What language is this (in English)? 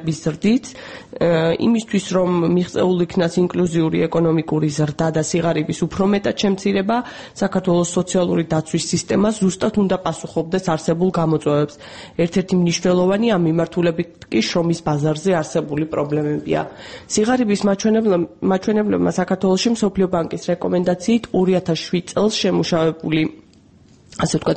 Georgian